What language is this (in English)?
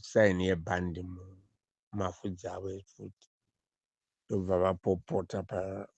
Shona